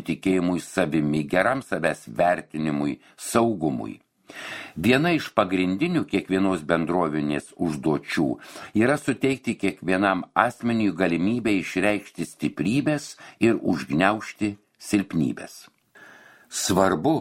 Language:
Lithuanian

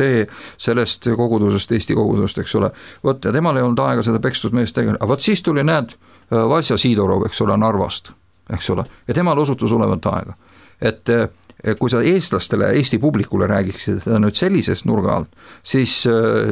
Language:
Estonian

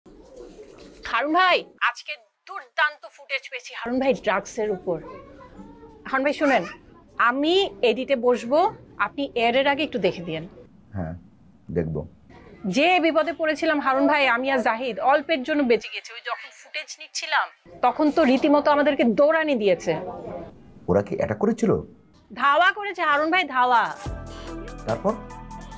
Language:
Bangla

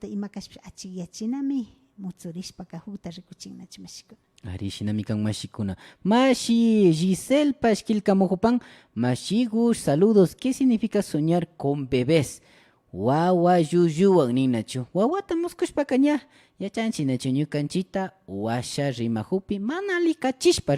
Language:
Imbabura Highland Quichua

